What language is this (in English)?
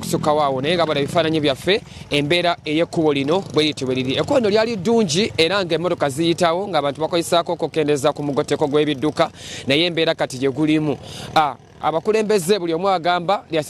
Ganda